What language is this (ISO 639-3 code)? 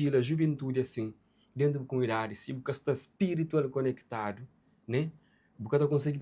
kea